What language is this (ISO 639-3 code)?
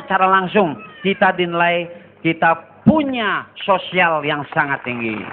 ban